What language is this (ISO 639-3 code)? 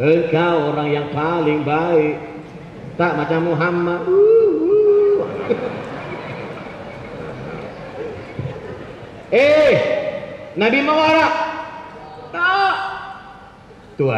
msa